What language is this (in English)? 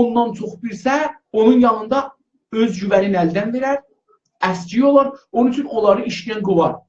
South Azerbaijani